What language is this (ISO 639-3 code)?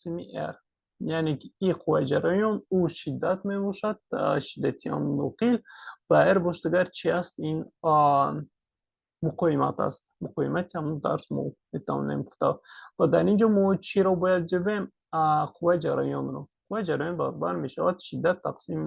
tgk